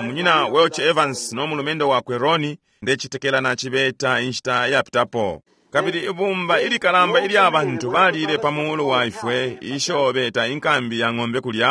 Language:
Bemba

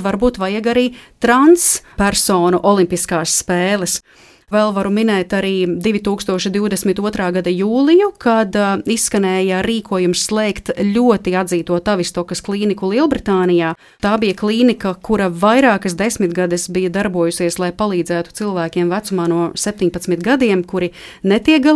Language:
Latvian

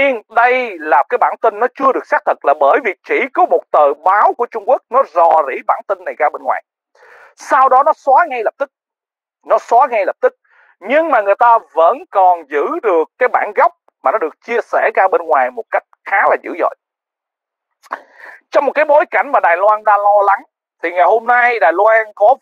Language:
Vietnamese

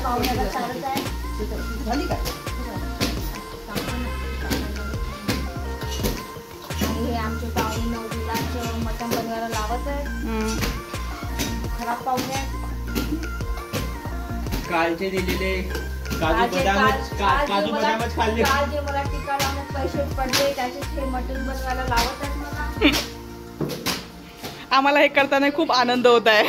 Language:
Marathi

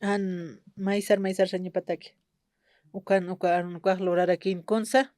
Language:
Aymara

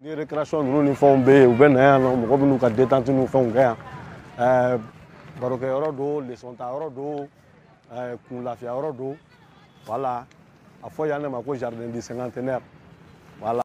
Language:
Bambara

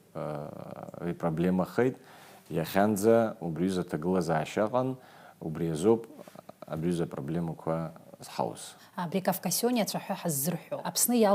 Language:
Abkhazian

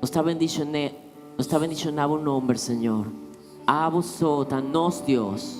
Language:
Papiamento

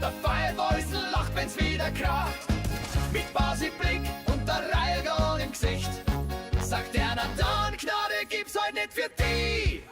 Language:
Bavarian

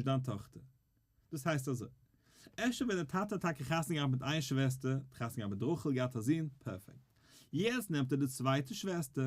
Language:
Yiddish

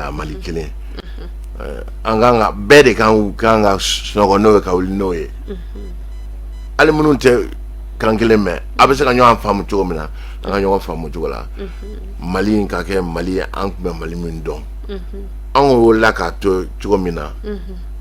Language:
Bambara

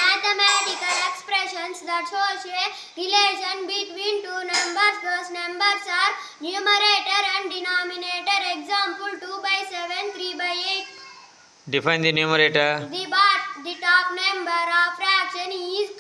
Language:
English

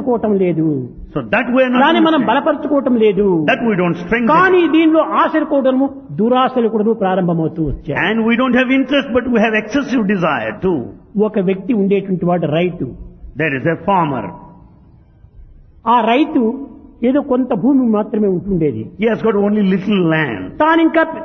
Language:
Telugu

